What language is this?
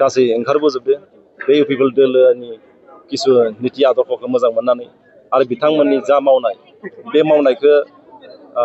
Bodo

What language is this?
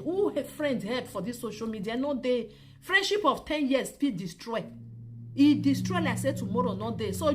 Nigerian Pidgin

